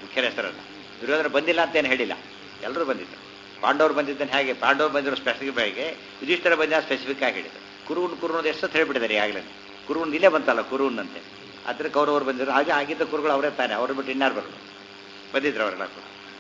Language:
Kannada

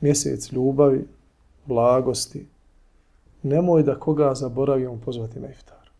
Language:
Bosnian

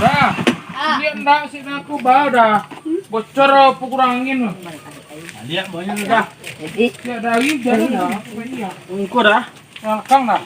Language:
Minangkabau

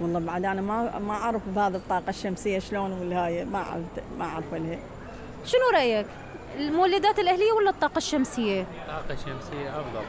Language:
Mesopotamian Arabic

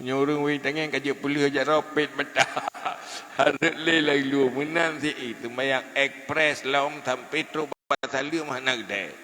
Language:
Achinese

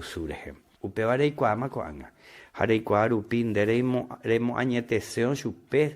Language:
Guarani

